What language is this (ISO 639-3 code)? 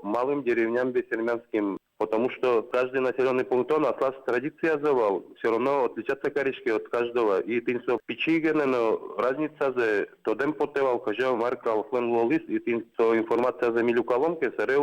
udm